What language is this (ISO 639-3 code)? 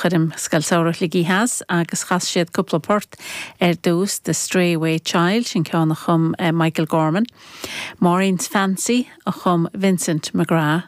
gle